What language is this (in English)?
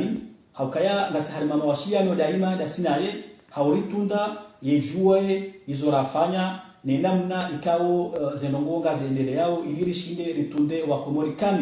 Ngazidja Comorian